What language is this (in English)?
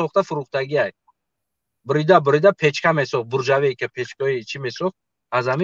Tajik